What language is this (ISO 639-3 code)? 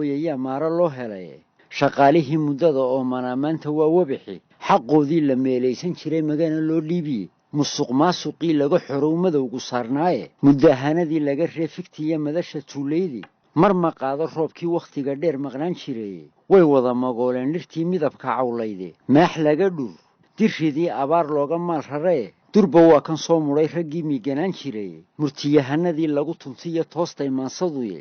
som